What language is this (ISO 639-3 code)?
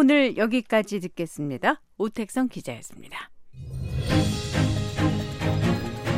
kor